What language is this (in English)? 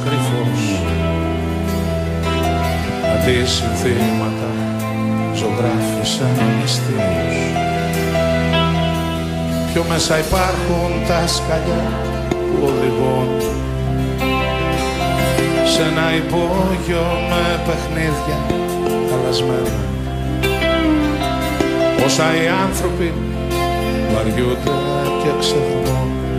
Greek